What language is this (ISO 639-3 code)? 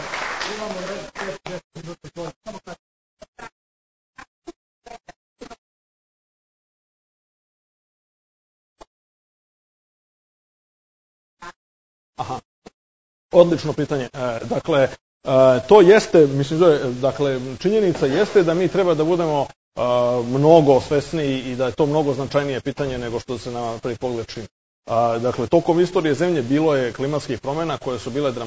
srp